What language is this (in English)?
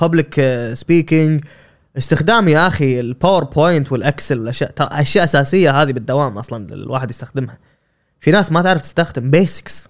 Gulf Arabic